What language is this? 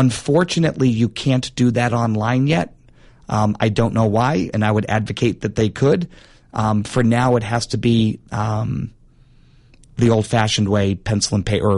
English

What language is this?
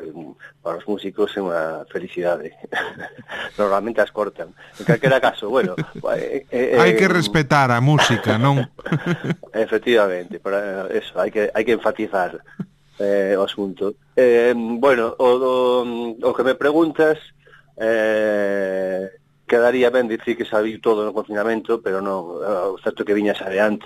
Galician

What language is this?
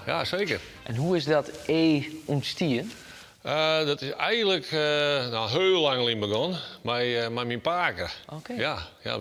Western Frisian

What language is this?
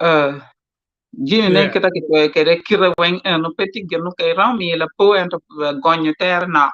Acoli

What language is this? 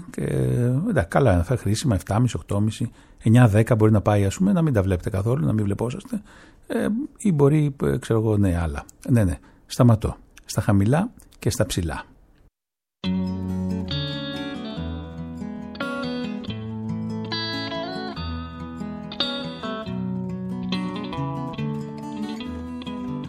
Greek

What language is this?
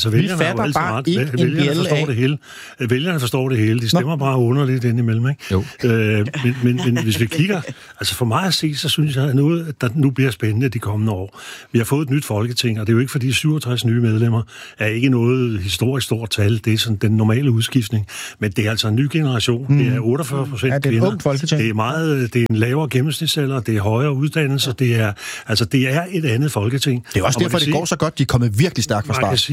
Danish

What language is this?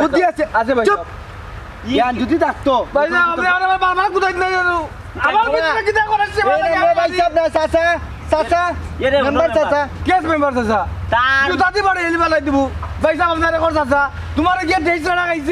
Sylheti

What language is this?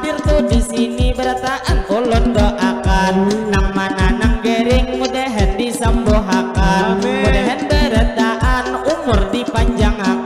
Banjar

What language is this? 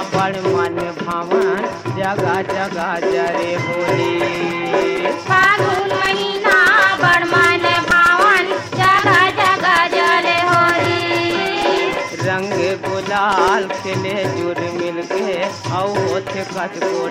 Chhattisgarhi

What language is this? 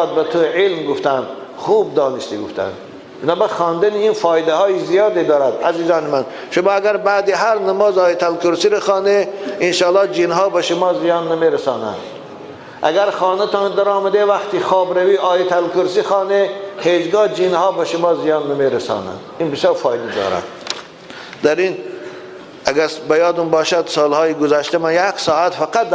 Tajik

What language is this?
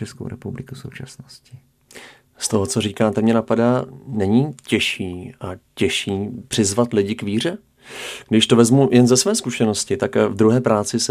Czech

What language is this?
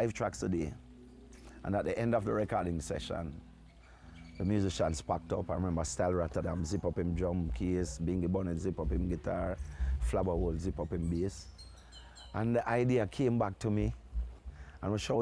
Jamaican Creole English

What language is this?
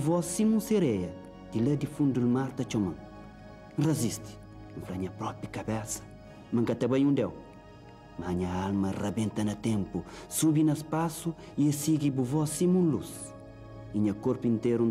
Kabuverdianu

